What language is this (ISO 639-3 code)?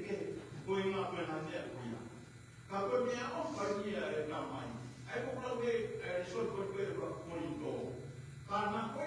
ton